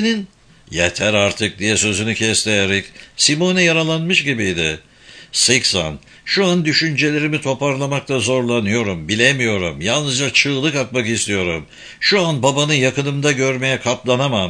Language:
Turkish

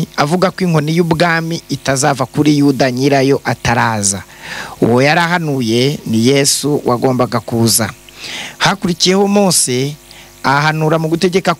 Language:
Kinyarwanda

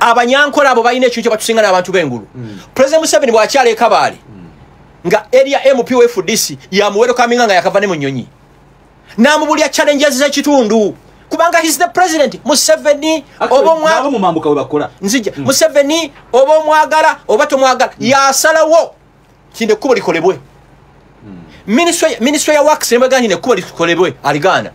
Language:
Ganda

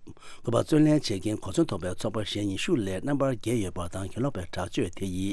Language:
Tibetan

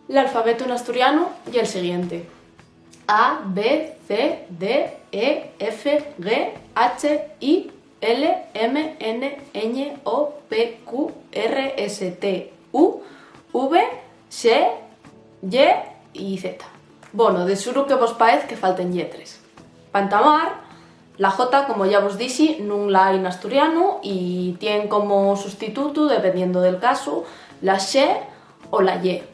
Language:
Asturian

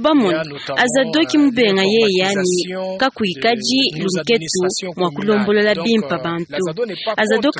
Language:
Luba-Lulua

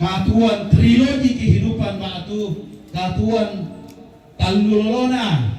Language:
Toraja-Sa'dan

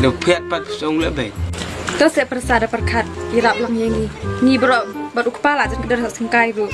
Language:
Khasi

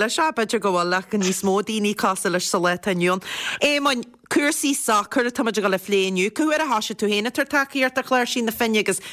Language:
Irish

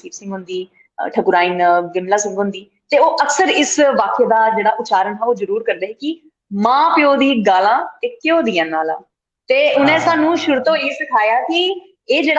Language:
Dogri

